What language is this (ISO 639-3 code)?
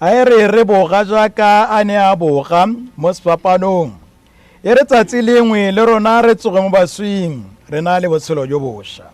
tsn